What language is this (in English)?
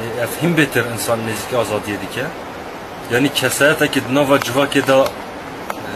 Kurdish